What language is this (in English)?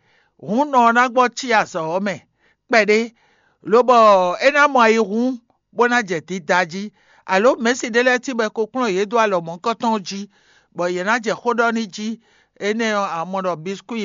Fon